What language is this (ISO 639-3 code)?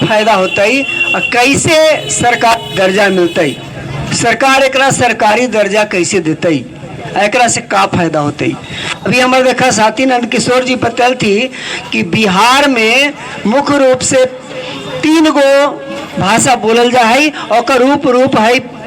mag